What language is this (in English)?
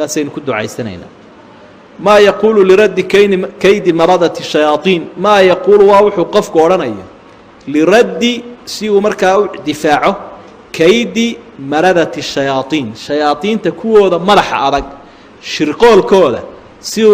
Somali